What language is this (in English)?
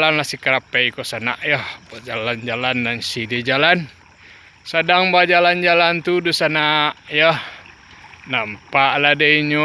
Minangkabau